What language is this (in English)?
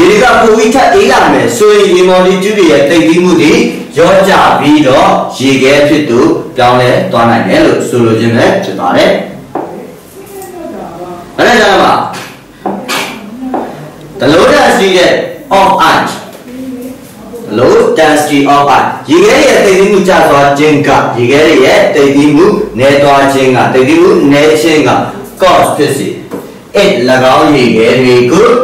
Burmese